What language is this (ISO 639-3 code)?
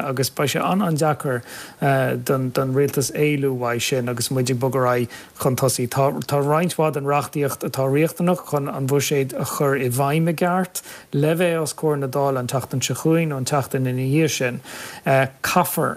gle